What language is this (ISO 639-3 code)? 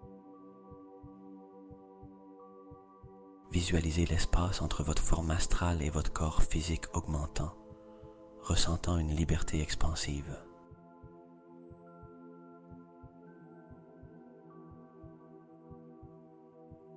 fra